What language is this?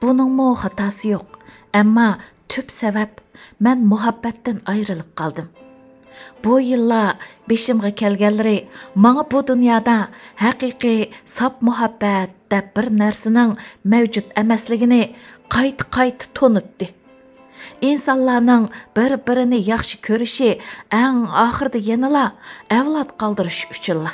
Uyghur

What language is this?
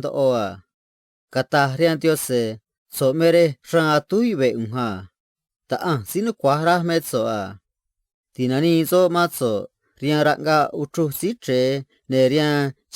Copala Triqui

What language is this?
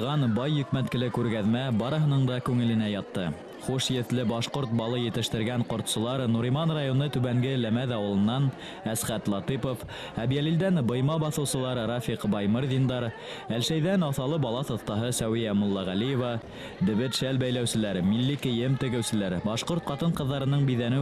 Bashkir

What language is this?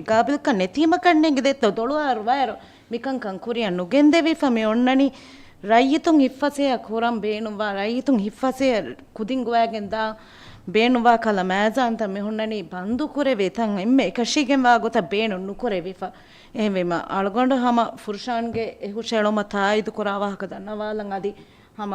Divehi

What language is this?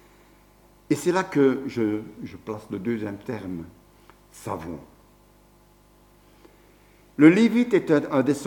French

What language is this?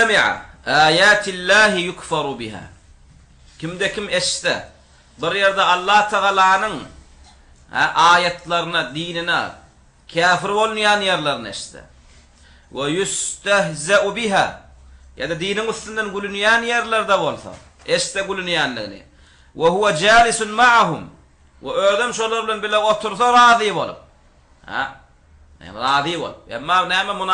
Turkmen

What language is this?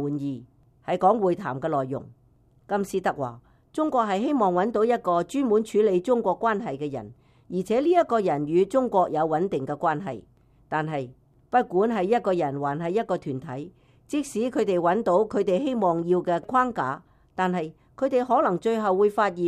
Cantonese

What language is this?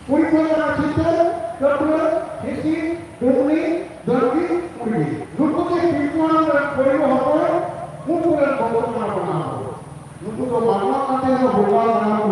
Santali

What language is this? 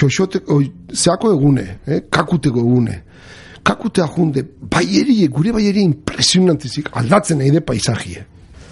Basque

